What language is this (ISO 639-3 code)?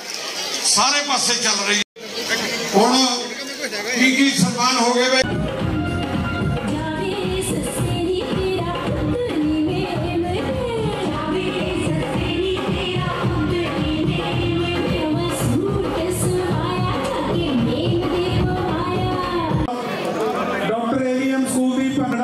pan